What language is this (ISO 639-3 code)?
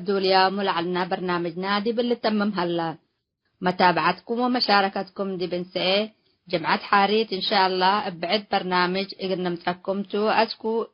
tig